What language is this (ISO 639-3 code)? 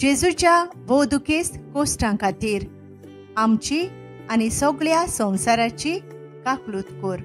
kok